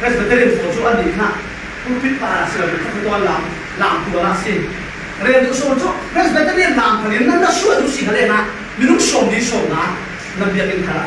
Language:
Falam Chin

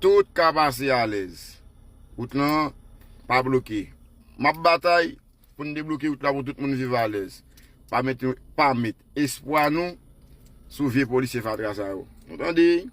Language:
Haitian Creole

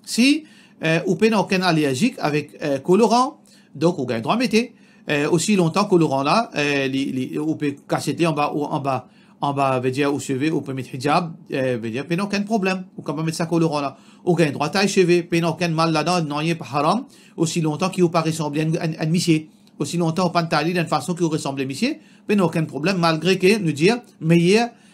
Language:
Morisyen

